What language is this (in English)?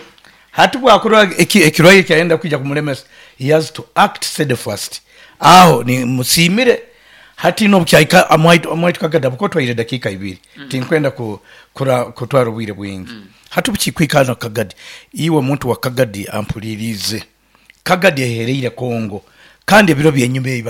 Nyoro